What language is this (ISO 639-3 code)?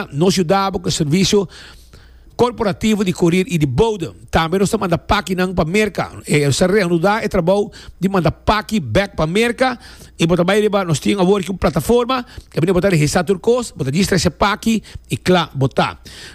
pap